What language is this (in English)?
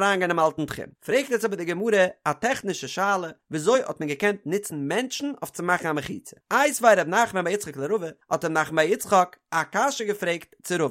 Yiddish